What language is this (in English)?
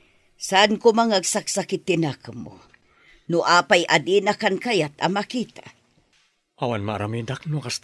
Iloko